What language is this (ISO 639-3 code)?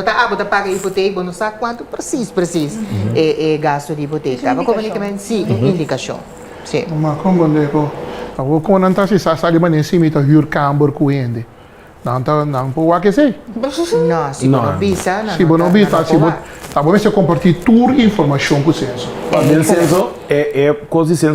pap